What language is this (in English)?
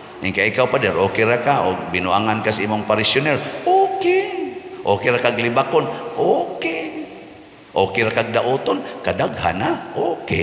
Cebuano